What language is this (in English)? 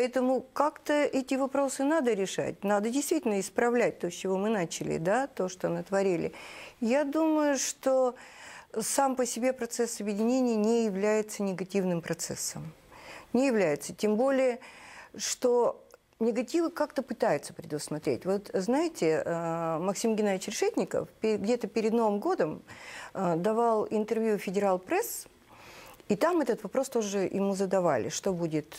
Russian